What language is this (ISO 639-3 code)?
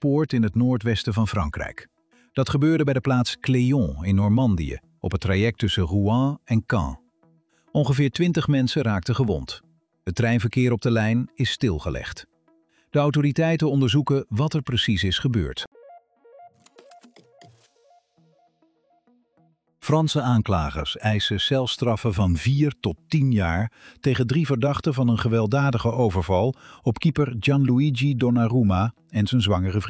nld